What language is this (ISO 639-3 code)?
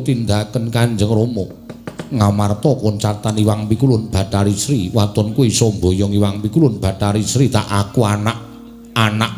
jav